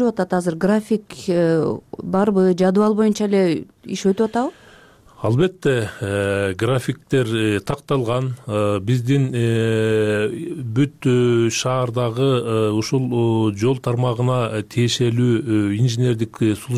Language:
Kyrgyz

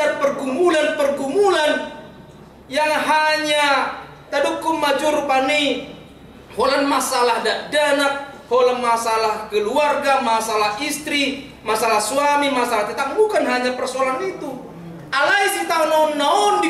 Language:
Batak Toba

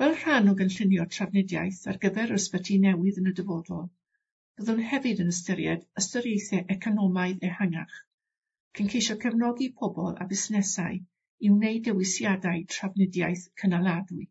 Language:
Welsh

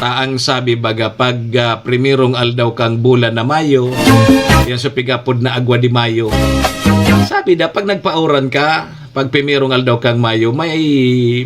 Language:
Bikol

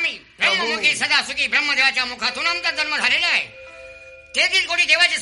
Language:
Marathi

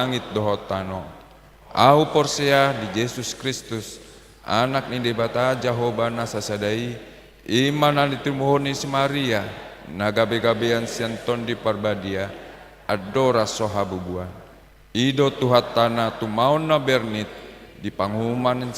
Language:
Batak Toba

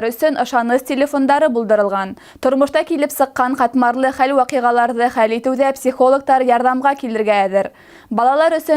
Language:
Bashkir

